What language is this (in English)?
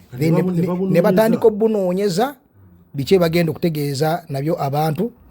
Ganda